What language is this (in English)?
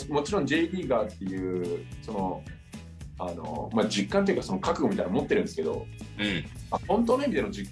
Japanese